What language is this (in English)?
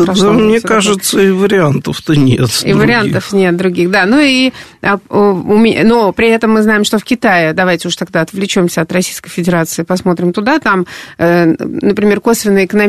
Russian